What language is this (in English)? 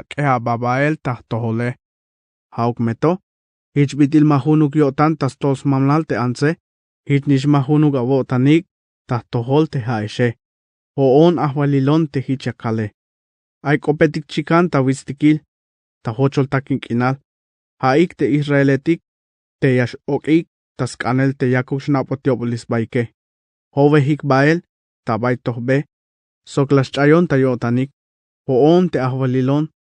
Tzeltal